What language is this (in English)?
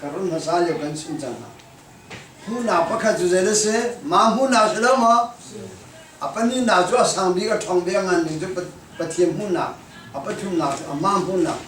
Hakha Chin